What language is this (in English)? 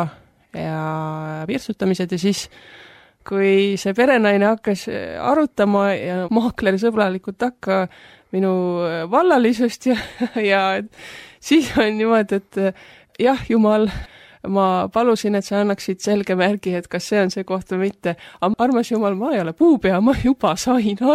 Estonian